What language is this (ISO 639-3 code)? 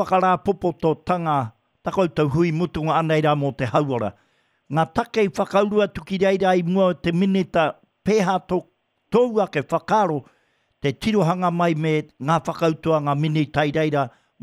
mri